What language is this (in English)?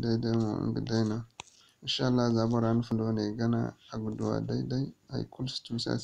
Zarma